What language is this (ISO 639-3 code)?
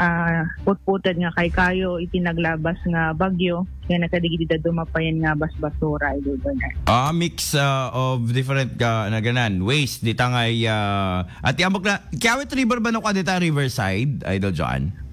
ilo